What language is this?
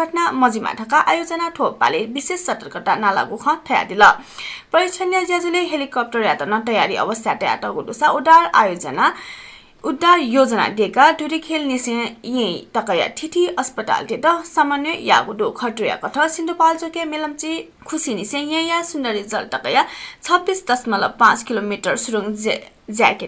Newari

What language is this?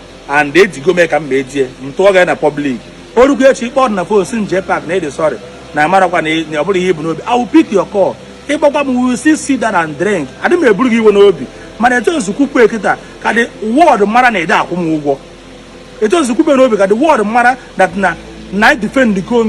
Igbo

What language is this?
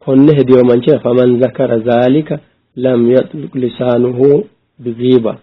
Sidamo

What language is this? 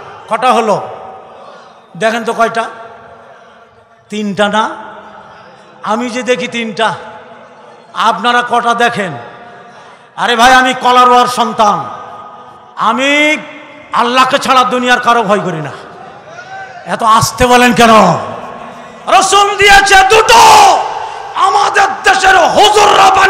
Bangla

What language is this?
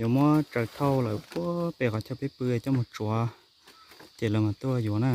Hmong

